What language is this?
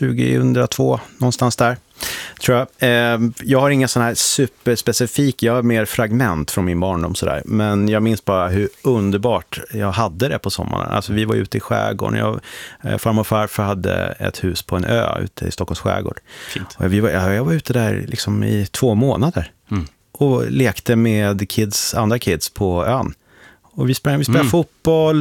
Swedish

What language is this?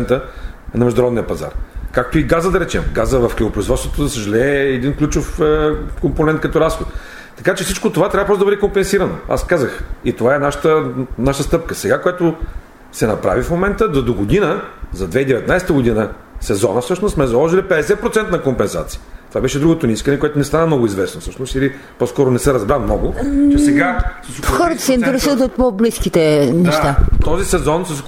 Bulgarian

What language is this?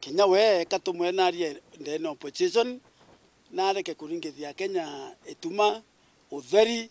Meru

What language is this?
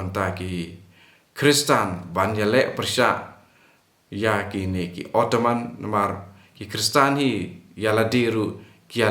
Khasi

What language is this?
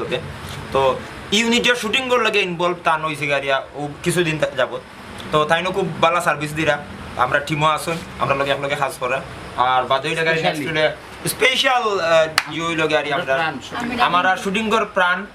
Sylheti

